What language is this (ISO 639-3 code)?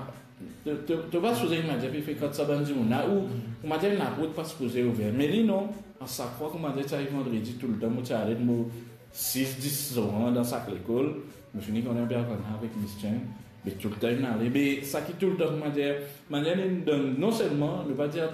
mfe